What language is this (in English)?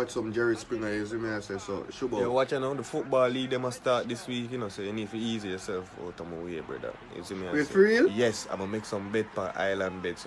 Jamaican Creole English